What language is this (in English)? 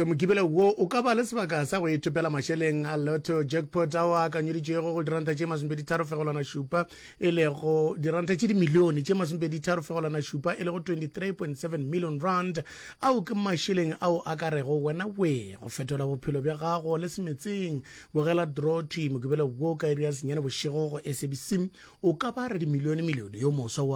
Northern Sotho